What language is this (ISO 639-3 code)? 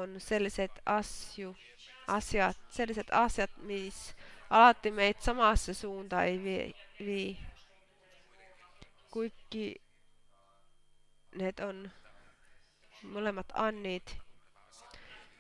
fin